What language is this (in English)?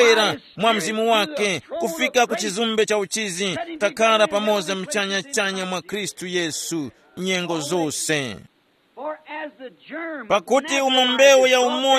Tumbuka